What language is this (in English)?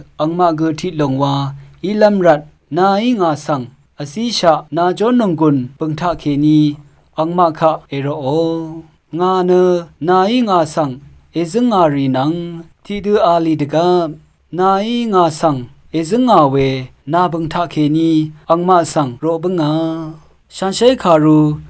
Rawang